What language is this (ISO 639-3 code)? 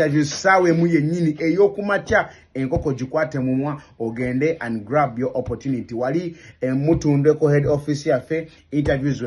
lug